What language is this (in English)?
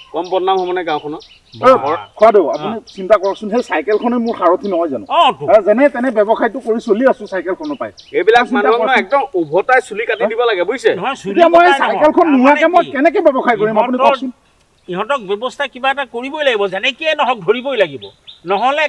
Assamese